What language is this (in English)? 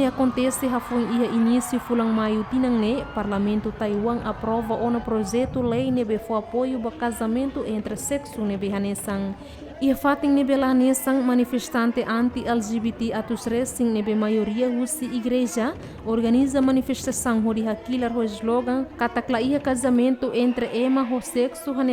Tetum